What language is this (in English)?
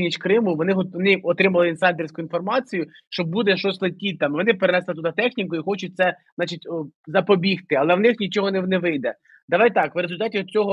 Ukrainian